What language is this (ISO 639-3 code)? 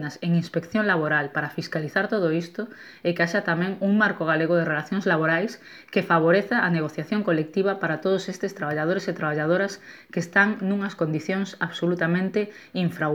glg